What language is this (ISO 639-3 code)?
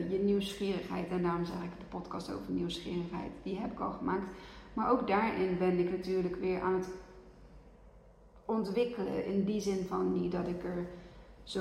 nld